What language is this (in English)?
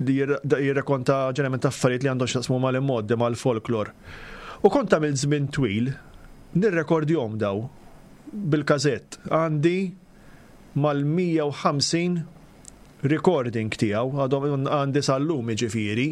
Maltese